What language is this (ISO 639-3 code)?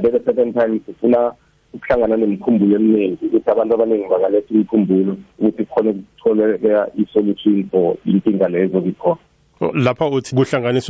nbl